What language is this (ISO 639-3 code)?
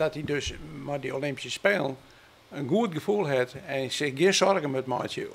fry